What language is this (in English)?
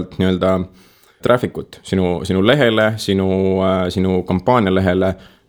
Estonian